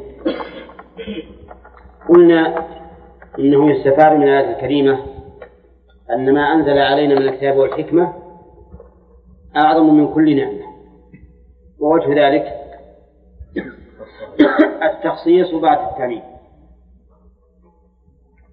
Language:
Arabic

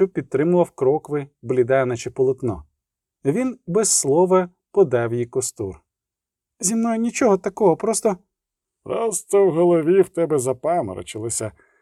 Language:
Ukrainian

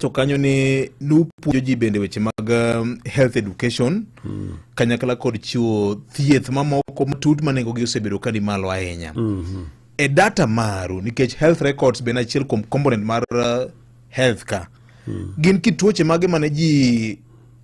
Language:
Luo (Kenya and Tanzania)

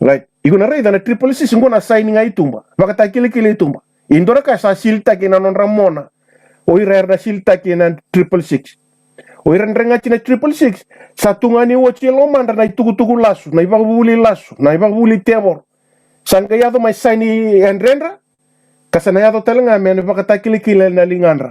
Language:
Fijian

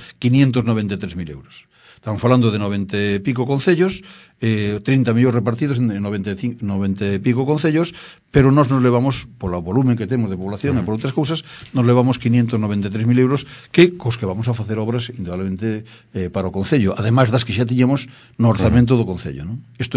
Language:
Galician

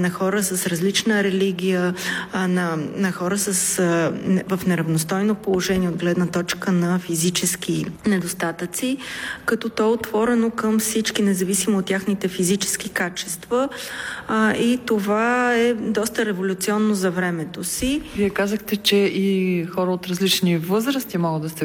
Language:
Bulgarian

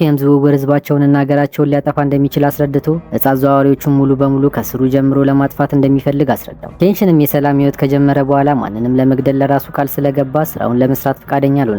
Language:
Amharic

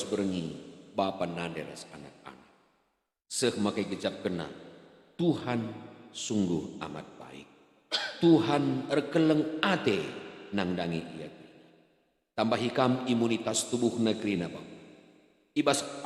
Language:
Batak Karo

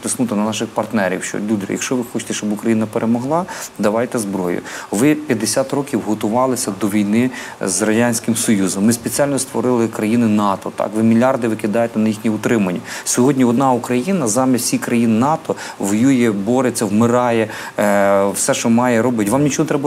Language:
Ukrainian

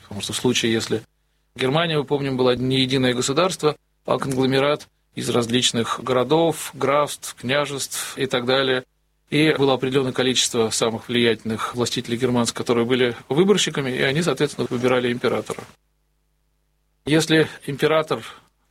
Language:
Russian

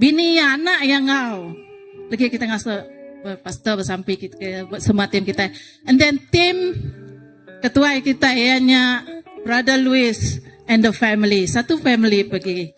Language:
Iban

